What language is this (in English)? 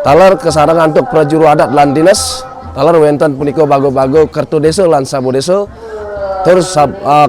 Balinese